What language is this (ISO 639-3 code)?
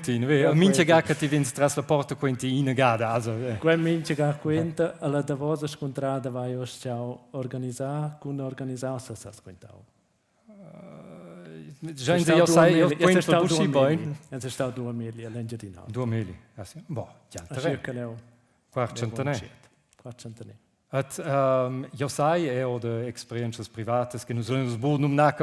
roh